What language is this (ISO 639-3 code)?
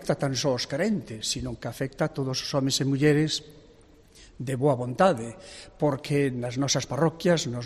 glg